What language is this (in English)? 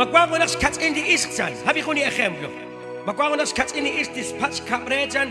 Kekchí